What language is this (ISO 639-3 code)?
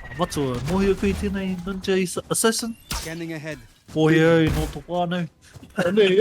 mri